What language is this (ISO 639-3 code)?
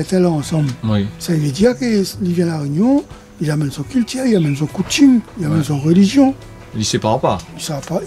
rcf